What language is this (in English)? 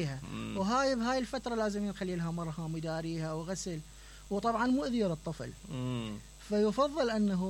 Mesopotamian Arabic